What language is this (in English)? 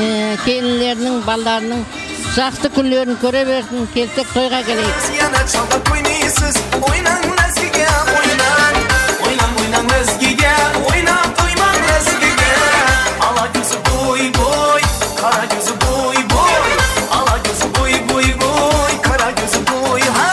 Kara-Kalpak